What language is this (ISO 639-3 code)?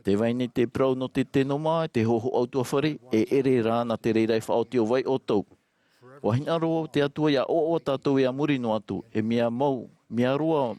tah